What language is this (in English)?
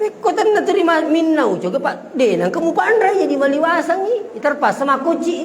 Buginese